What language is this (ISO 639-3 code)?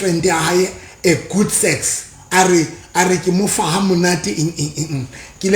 sot